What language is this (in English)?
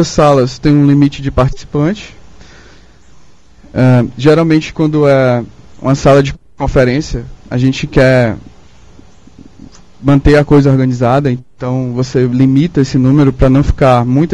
Portuguese